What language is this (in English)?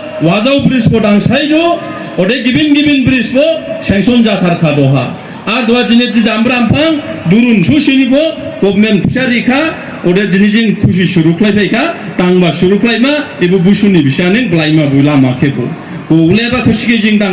Dimasa